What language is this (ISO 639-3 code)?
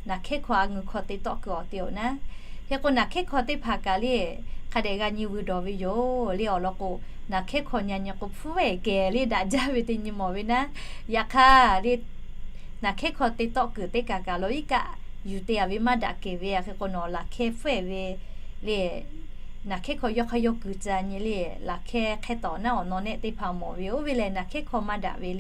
lhu